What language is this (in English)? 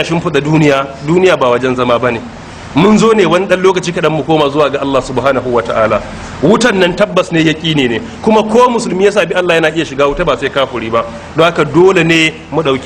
Hausa